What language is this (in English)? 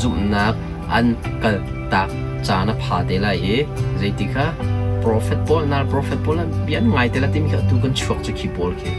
Hakha Chin